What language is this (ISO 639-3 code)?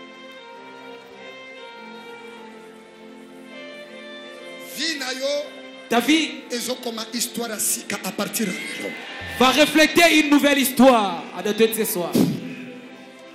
fra